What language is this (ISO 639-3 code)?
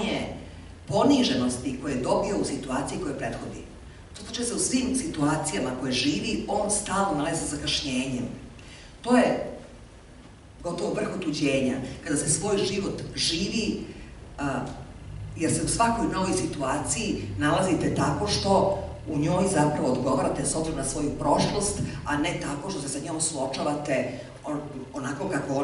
srp